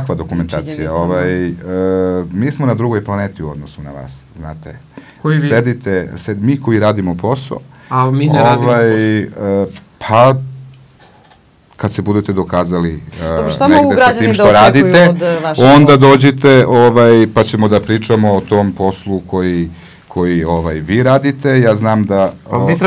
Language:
Serbian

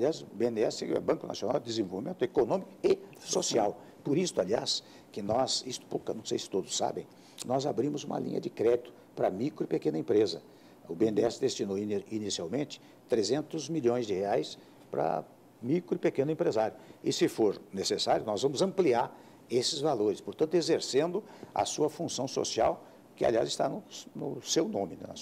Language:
Portuguese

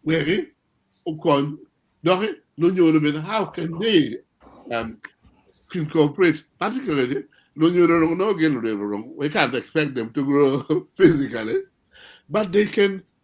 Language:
Acoli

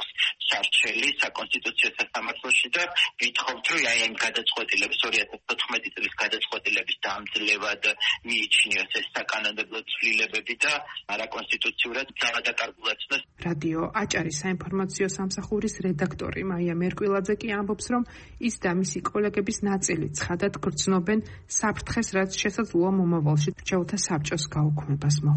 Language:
Georgian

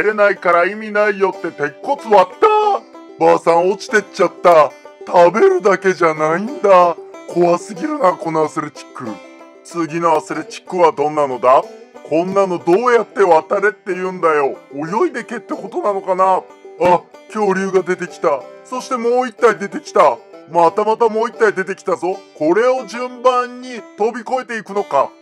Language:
Japanese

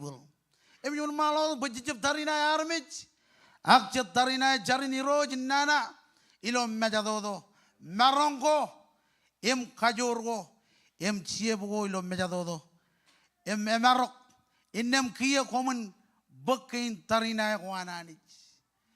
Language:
Marshallese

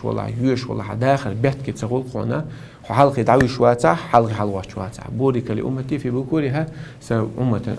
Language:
Chechen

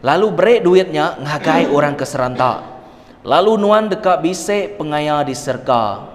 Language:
Iban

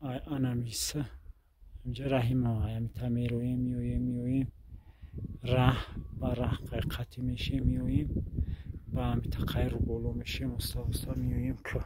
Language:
Tajik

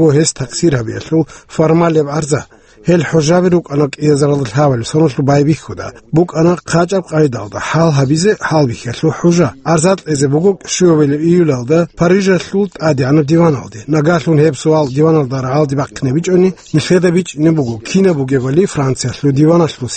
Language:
Avaric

